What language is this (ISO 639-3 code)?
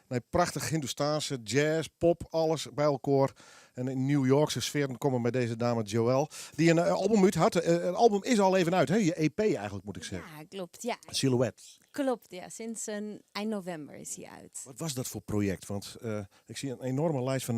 fry